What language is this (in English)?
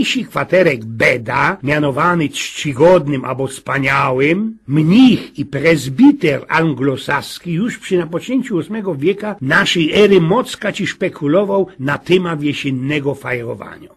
Silesian